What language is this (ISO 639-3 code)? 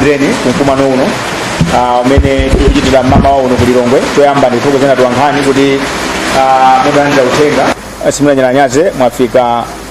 nya